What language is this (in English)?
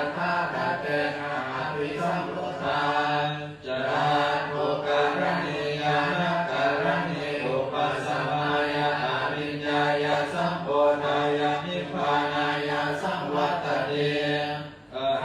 Pali